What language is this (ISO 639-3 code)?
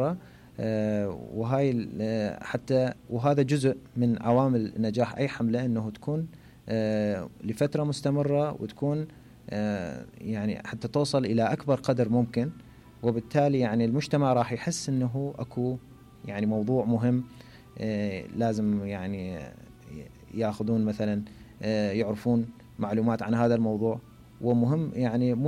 acm